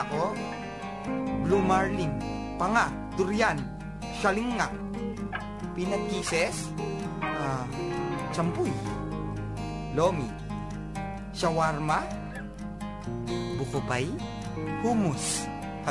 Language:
Filipino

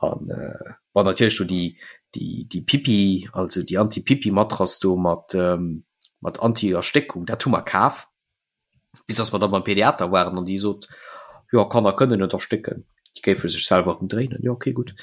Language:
Luxembourgish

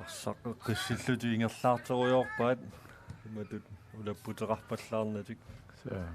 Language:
Kalaallisut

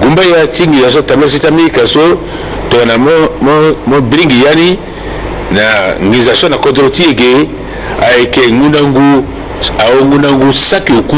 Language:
Sango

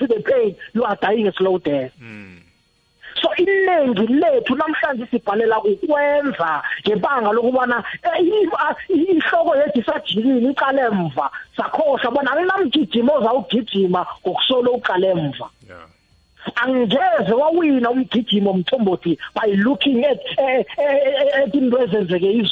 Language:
South Ndebele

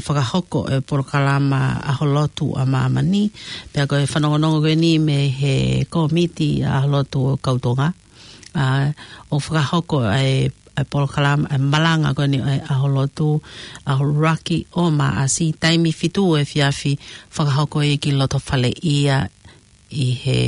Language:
Tongan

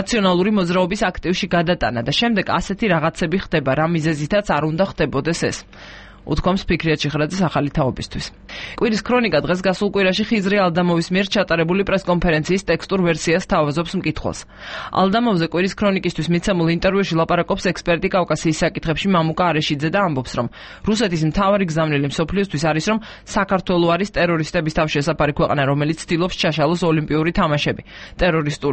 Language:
Georgian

